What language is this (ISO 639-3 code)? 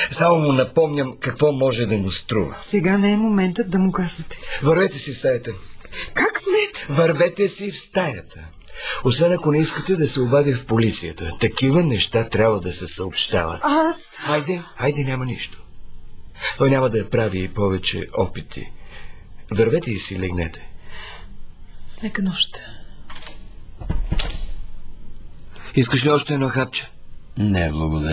bul